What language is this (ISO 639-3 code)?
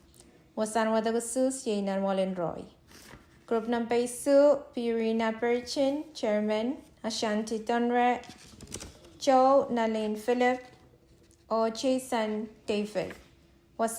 pon